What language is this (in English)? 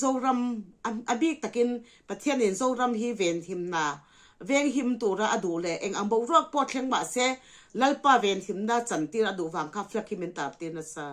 Mizo